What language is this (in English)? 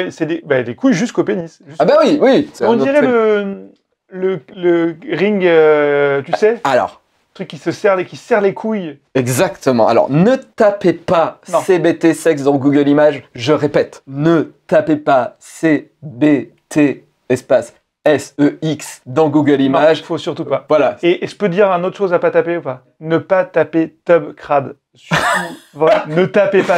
French